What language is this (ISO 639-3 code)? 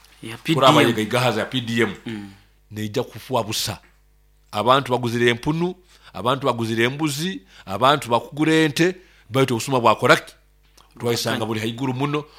nyo